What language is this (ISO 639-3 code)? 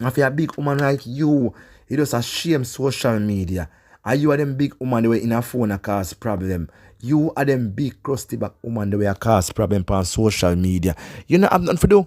jam